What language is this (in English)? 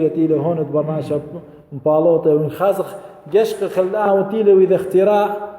Assyrian Neo-Aramaic